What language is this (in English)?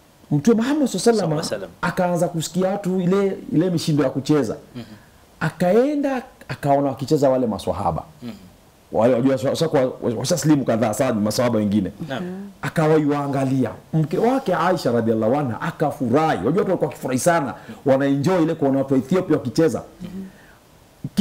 Swahili